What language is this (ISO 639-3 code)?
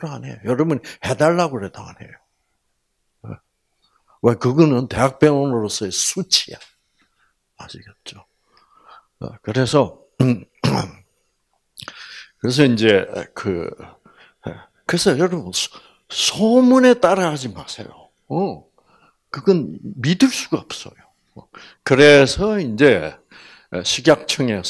kor